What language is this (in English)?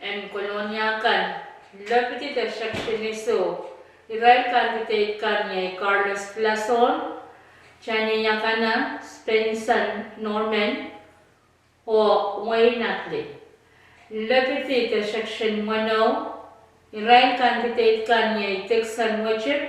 Pohnpeian